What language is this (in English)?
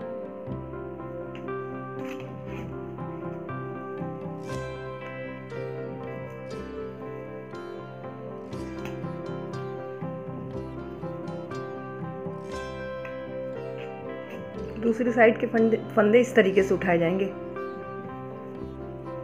Hindi